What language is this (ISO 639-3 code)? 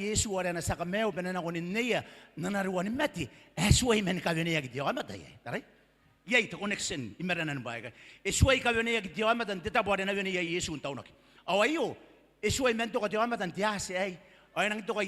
gil